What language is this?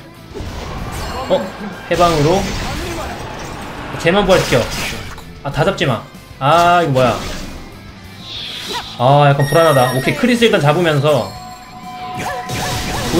Korean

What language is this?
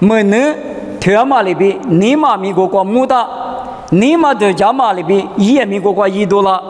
Lisu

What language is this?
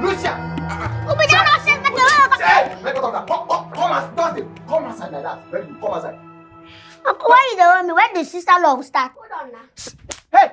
Nigerian Pidgin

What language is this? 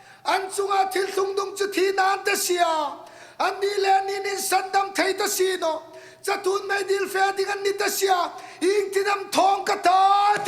Hmar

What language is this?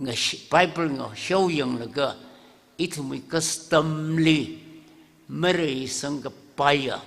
Tangkhul Naga (India)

